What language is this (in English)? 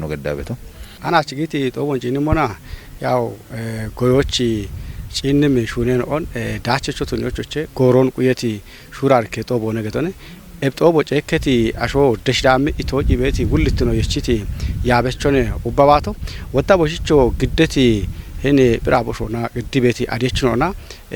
Kafa